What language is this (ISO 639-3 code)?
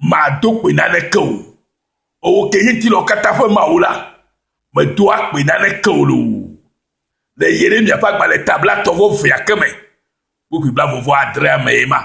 ewe